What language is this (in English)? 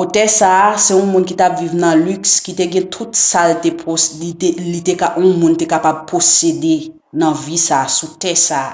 Haitian Creole